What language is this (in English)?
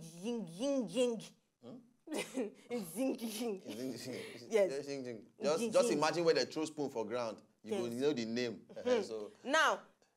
Nigerian Pidgin